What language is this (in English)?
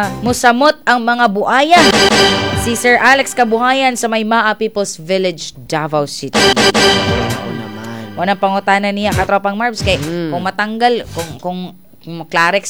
Cebuano